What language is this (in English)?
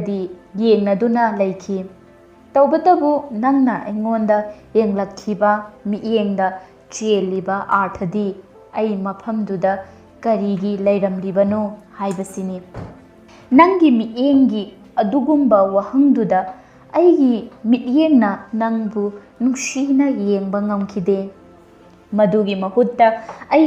Manipuri